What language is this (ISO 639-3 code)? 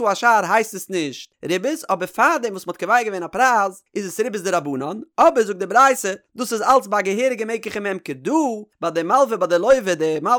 yid